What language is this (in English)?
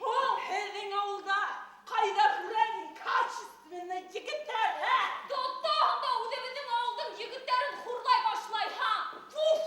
Bashkir